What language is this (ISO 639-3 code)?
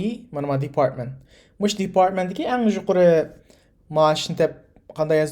uig